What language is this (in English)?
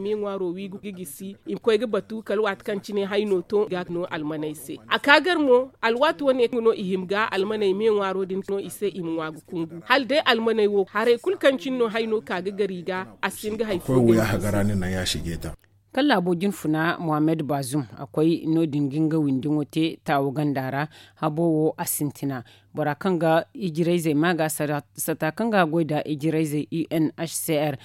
Zarma